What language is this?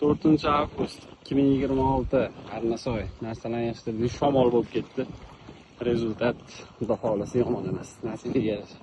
Uzbek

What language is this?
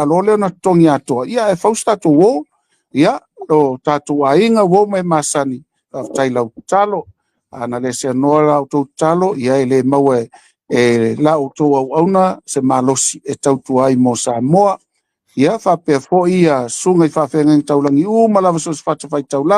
Samoan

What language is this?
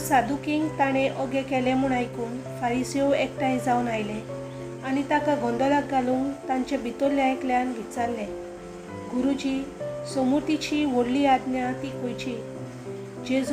Konkani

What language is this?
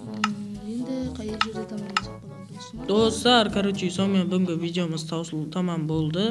Kara-Kalpak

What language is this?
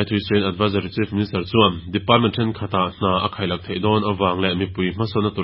Mizo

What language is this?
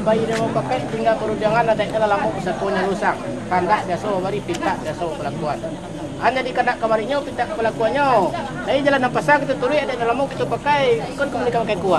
Minangkabau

